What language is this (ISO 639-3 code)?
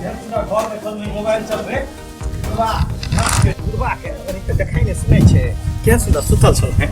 mai